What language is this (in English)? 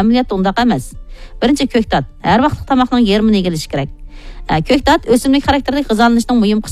Uyghur